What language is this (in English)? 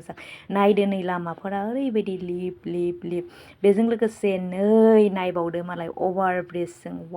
Bodo